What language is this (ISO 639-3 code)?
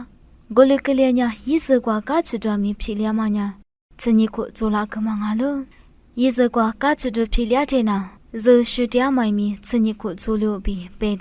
lis